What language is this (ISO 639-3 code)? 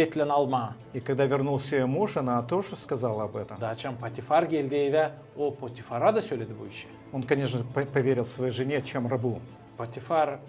gag